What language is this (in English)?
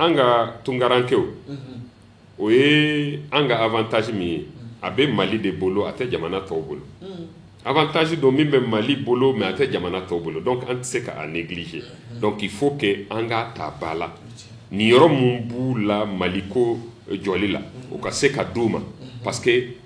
Bambara